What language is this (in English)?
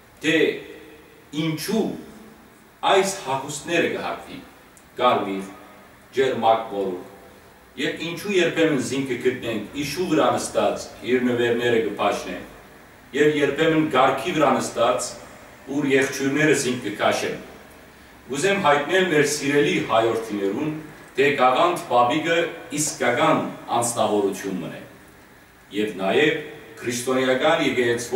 Western Armenian